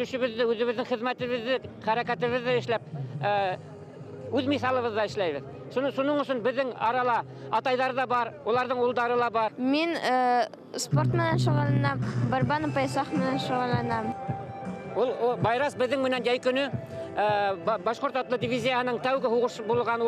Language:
Bashkir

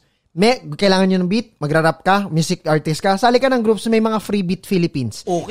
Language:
Filipino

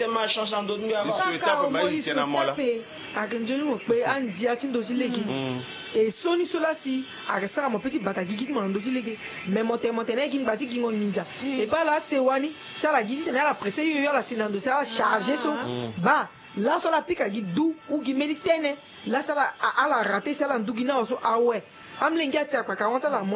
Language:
Sango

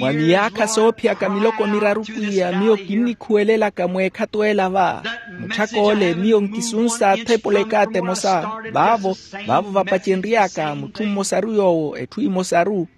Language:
Makhuwa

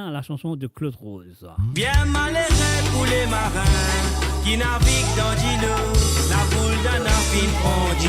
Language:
Morisyen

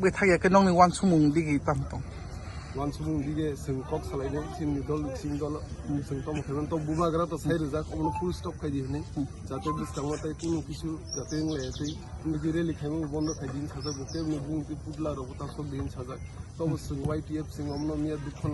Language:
Kok Borok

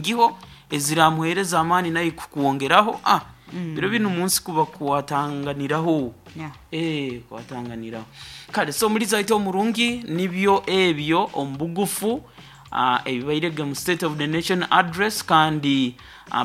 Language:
Nyoro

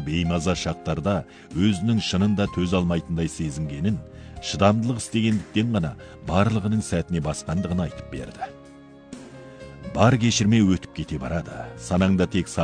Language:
Kazakh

